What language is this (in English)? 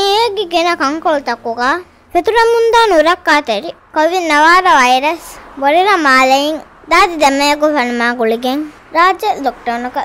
Divehi